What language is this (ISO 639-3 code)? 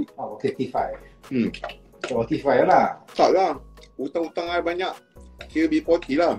msa